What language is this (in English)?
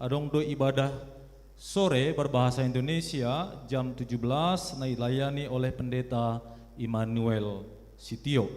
Batak Simalungun